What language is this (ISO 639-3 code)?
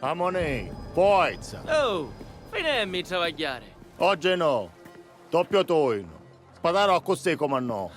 scn